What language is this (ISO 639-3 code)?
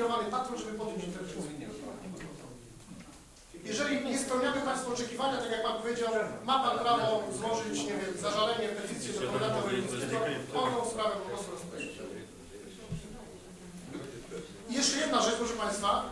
pol